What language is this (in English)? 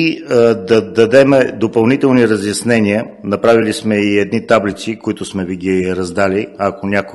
Bulgarian